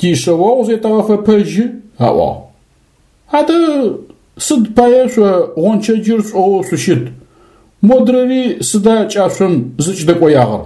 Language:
Adyghe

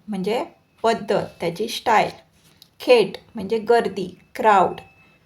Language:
Konkani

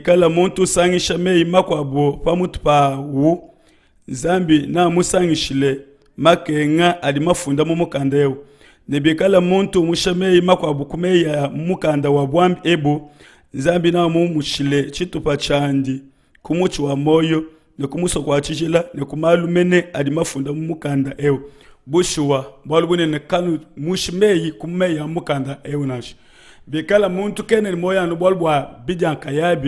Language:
Luba-Lulua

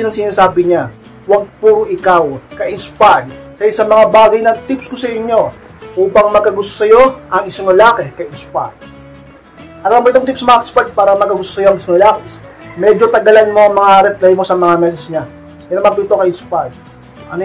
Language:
Filipino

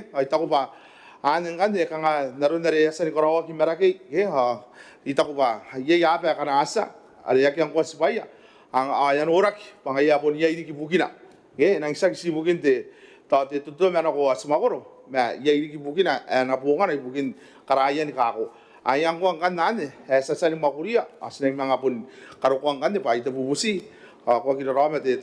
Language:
Gilbertese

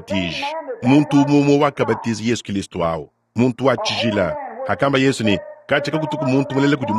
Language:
Luba-Lulua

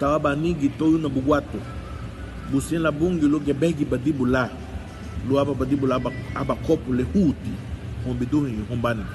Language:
Garifuna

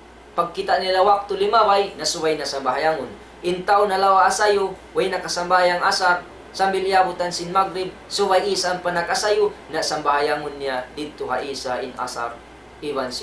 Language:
Tausug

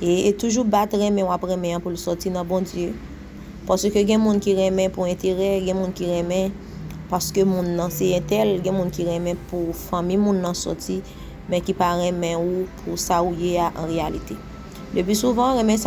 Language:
Haitian Creole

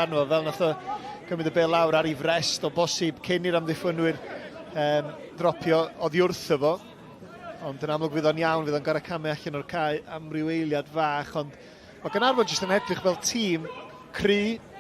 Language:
Welsh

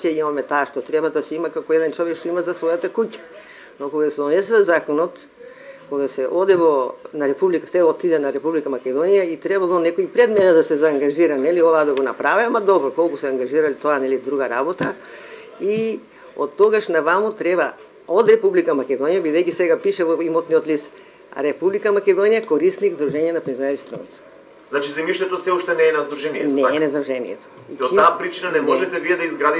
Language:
Macedonian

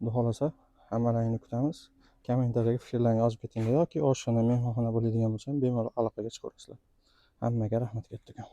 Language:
Uzbek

